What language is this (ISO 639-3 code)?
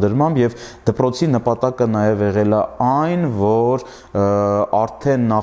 hye